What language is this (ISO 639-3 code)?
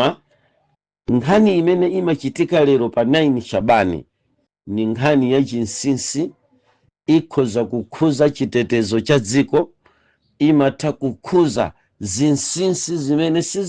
nya